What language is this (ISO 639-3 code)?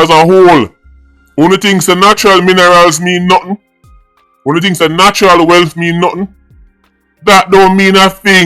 jam